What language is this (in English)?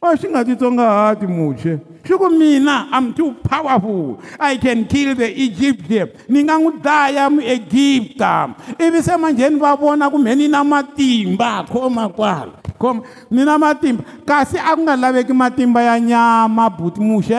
Tsonga